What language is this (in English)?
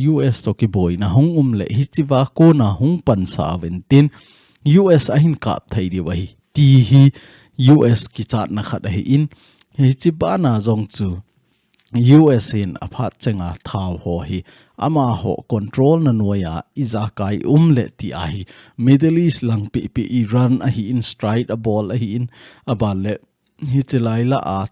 Thado Chin